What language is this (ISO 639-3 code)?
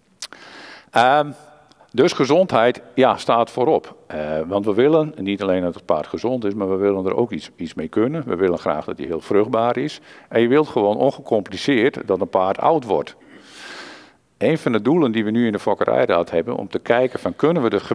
nld